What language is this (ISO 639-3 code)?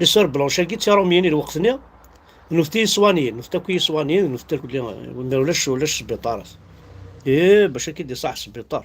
kab